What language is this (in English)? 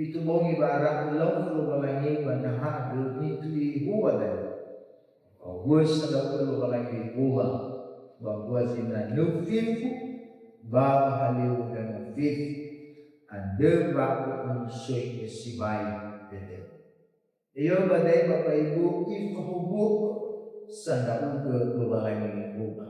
Nias